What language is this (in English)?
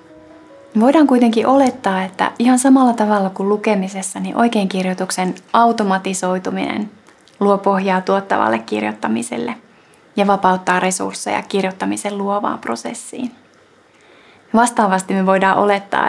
Finnish